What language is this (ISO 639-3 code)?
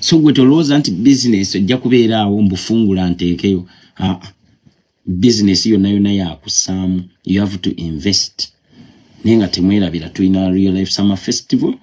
lug